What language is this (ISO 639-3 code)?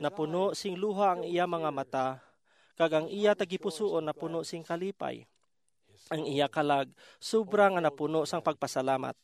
hil